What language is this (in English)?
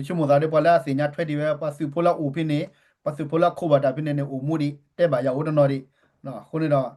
S'gaw Karen